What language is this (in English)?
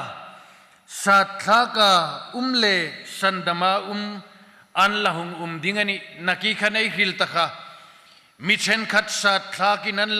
Hmar